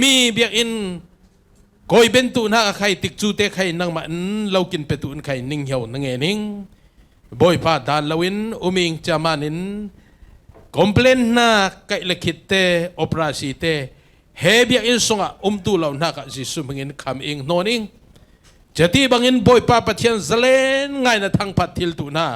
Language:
Falam Chin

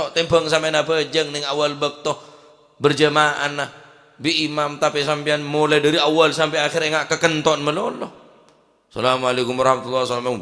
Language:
Madurese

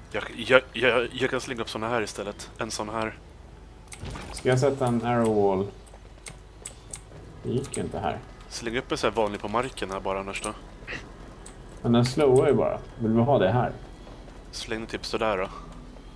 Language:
Swedish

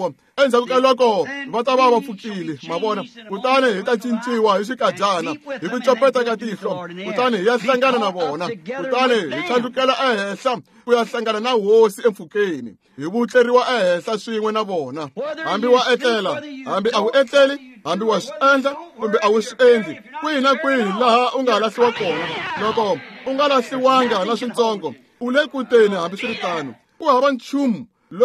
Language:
Tsonga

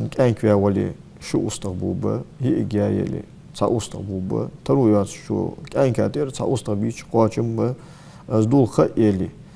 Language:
Ingush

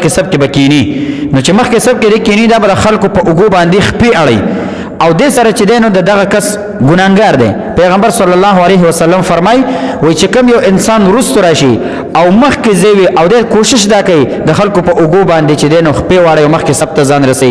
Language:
Pashto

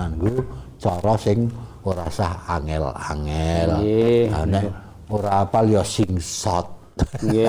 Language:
Javanese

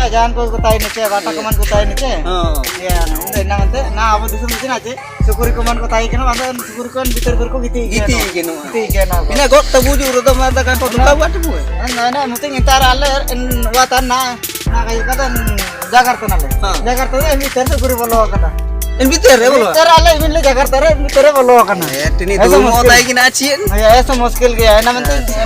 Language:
Ho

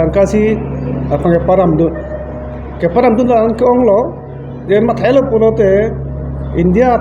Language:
Karbi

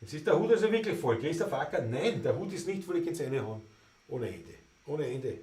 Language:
Bavarian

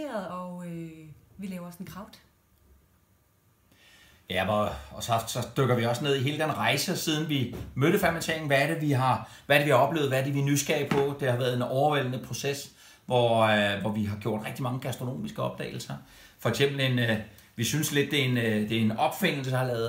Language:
Danish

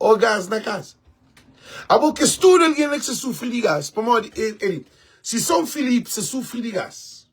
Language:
Kabuverdianu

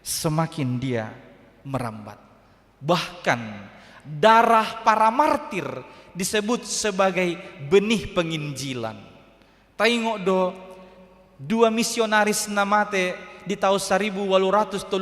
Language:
Batak Toba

